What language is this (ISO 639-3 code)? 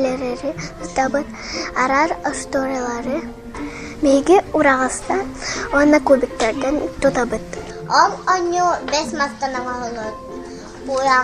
sah